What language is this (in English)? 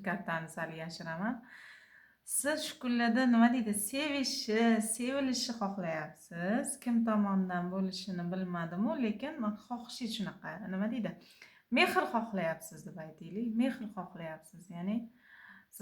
Uzbek